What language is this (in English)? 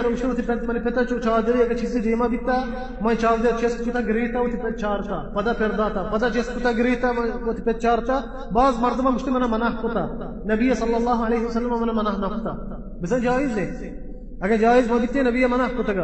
Baluchi